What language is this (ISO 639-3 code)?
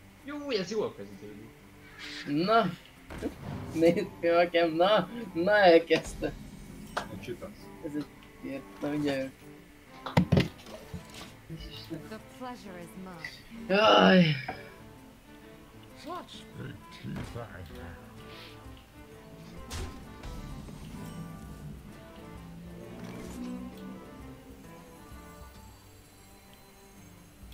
hun